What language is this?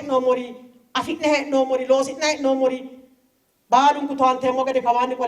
Sidamo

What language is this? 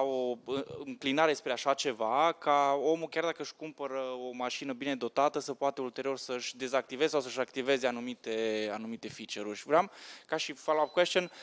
Romanian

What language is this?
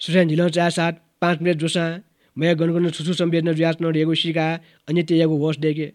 Newari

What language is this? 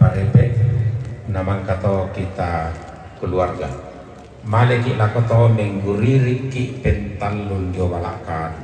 Toraja-Sa'dan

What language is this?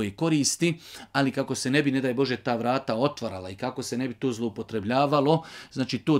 Bosnian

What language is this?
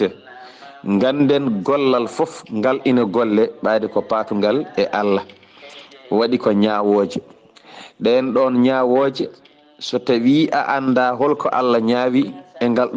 Fula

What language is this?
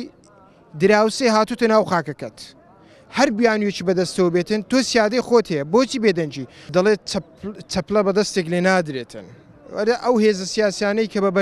Central Kurdish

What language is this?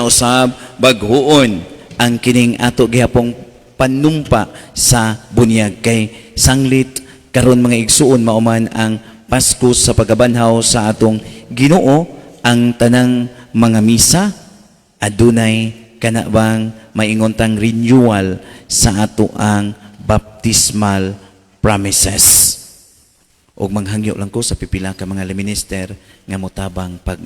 Cebuano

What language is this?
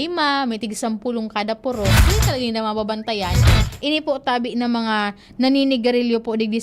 Bikol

